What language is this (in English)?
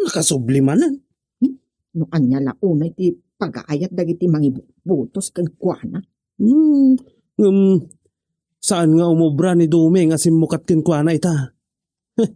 Iloko